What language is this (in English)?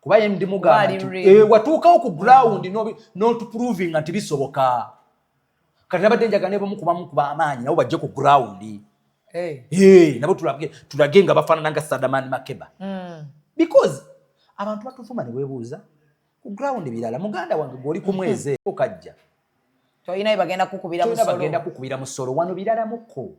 Ganda